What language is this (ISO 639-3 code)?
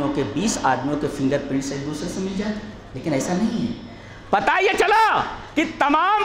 urd